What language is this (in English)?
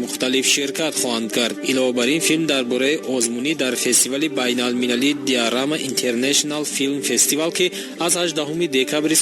Tajik